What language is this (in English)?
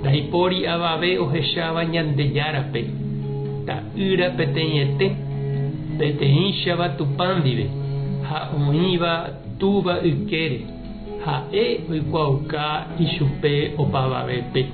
Guarani